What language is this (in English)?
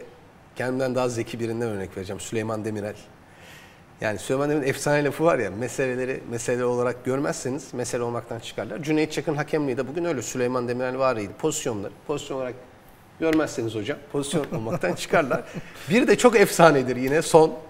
Turkish